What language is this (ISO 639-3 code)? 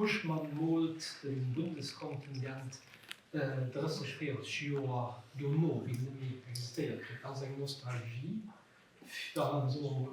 ltz